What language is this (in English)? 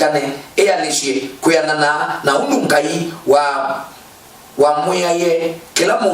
Kamba